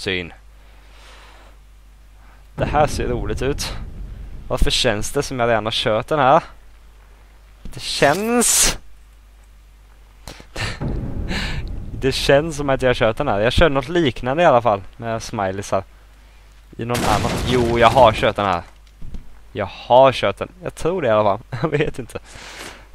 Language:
Swedish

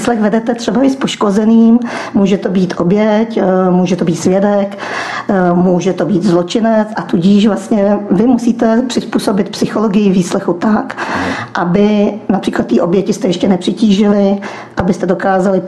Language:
Czech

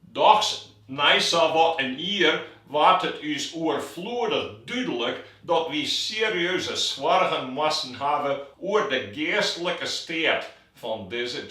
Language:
Western Frisian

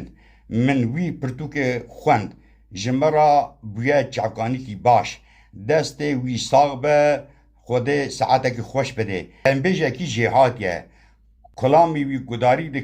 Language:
Kurdish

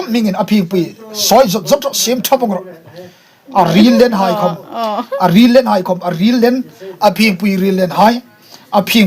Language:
Hmar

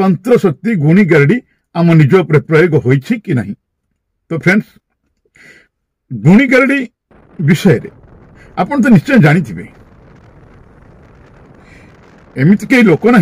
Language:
Odia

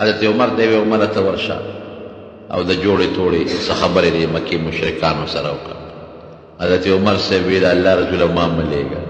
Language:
Pashto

